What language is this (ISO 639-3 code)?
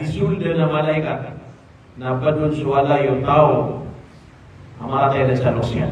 mrw